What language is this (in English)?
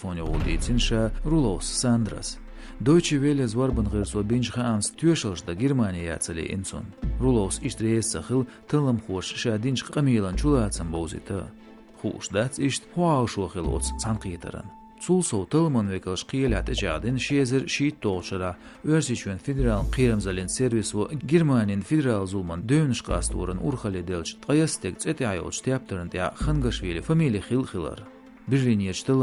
Chechen